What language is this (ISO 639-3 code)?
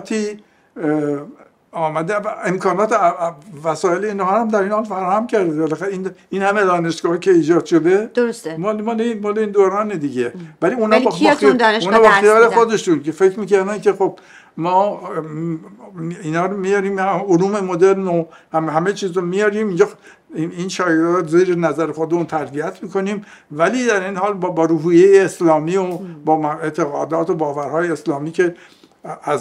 fas